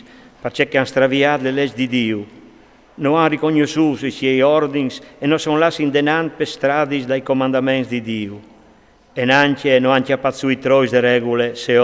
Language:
Friulian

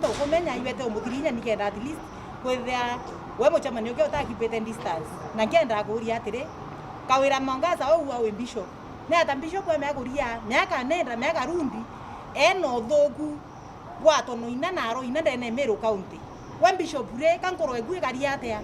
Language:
Meru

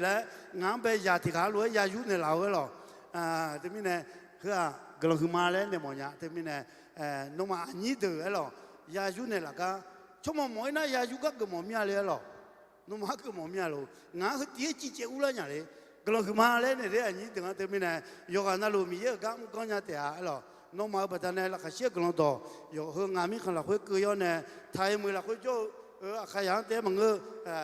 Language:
Akha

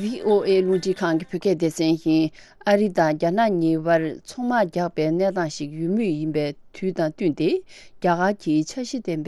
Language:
Tibetan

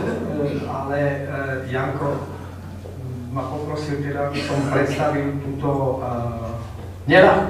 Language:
Slovak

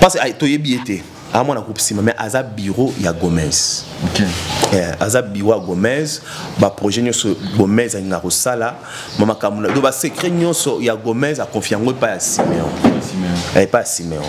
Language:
Lingala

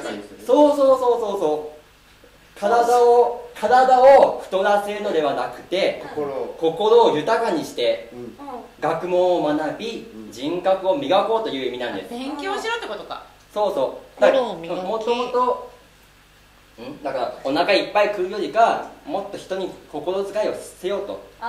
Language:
Japanese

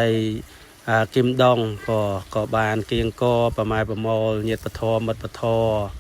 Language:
Khmer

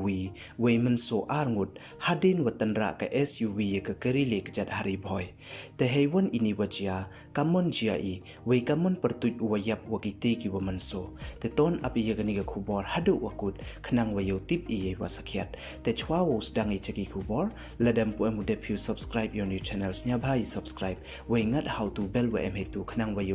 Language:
Pnar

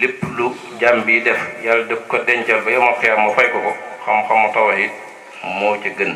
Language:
Wolof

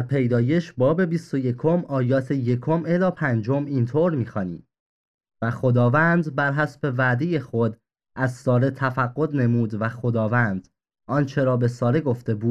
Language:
Persian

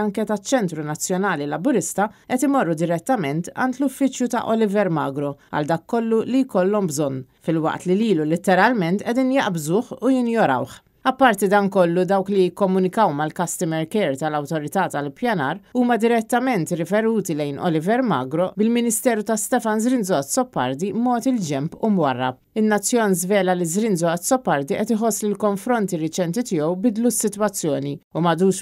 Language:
Maltese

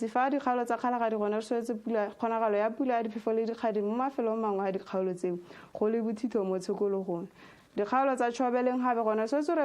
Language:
Tswana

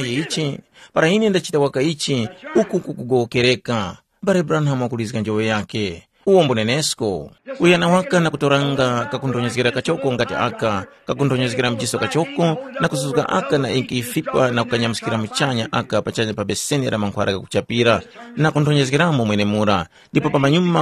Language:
Tumbuka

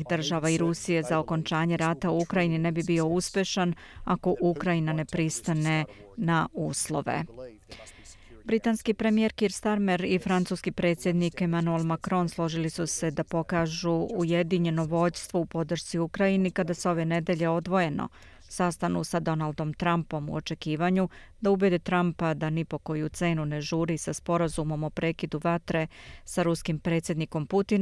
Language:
Bosnian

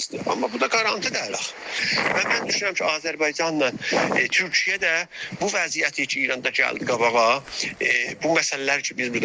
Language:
South Azerbaijani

